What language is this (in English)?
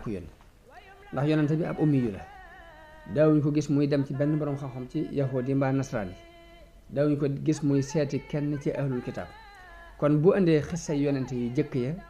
Wolof